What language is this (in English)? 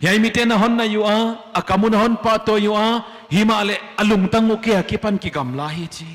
Paite Chin